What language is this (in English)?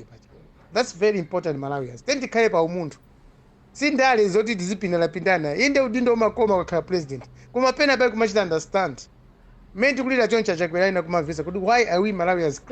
Nyanja